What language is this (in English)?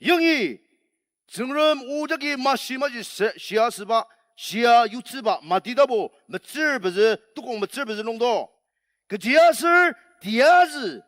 Ao Naga